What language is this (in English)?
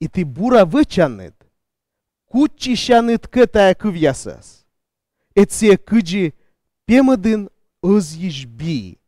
Komi